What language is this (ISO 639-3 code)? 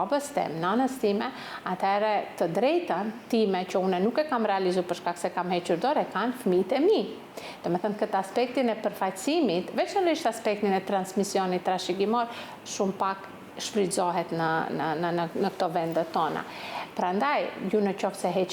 sqi